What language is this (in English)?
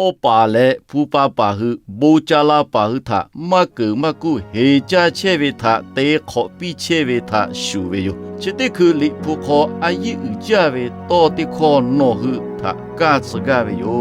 Lahu